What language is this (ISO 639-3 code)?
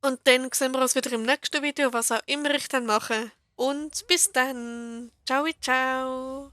gsw